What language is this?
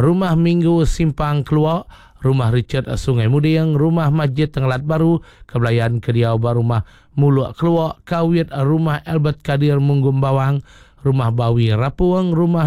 Iban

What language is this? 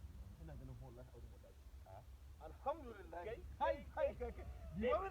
Hausa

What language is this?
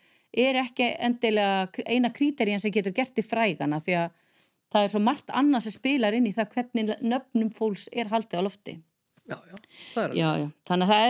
Icelandic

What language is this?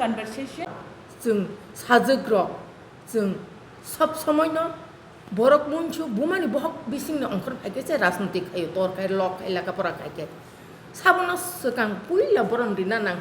Kok Borok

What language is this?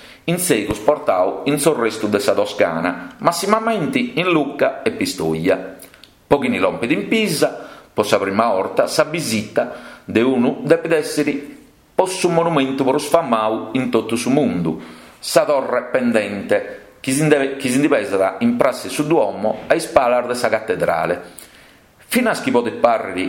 Sardinian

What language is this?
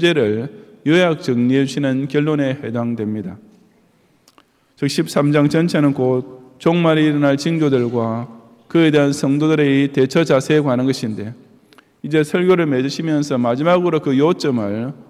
Korean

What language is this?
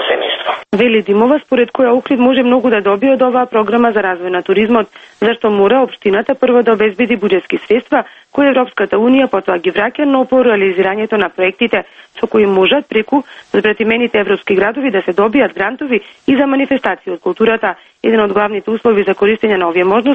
Macedonian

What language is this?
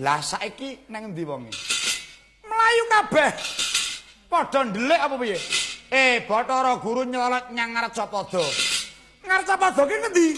Javanese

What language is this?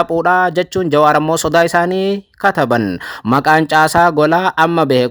Oromo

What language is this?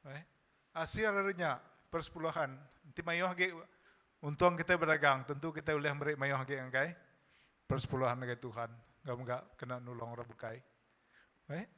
Iban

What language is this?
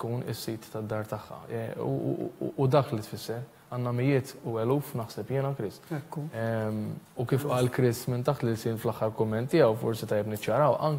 Maltese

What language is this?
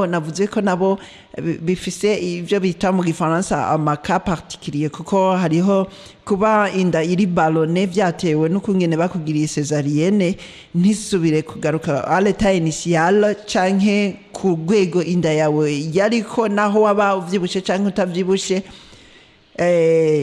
Rundi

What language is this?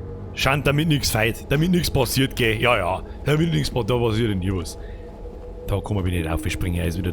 Bavarian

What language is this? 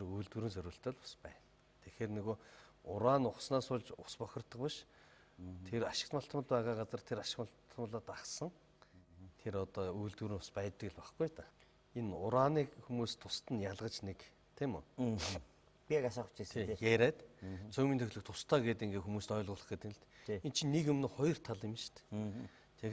Mongolian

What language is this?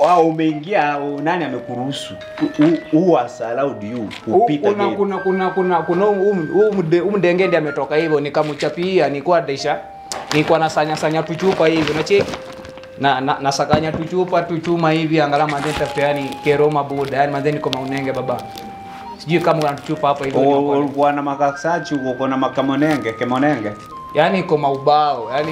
Gusii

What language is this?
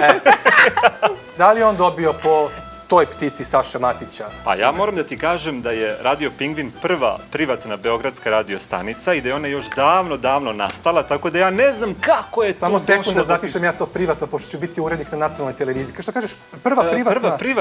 Serbian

